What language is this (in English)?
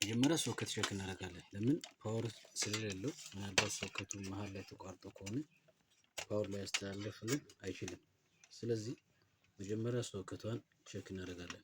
Amharic